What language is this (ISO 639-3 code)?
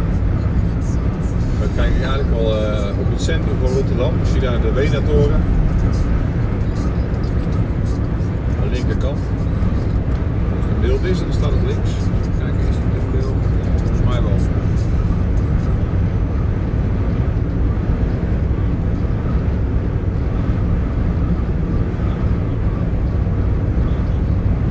nld